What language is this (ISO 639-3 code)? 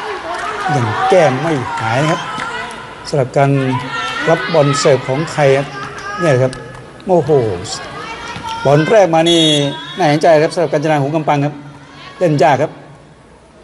tha